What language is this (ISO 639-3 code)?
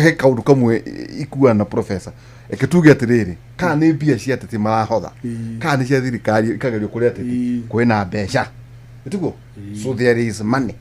kik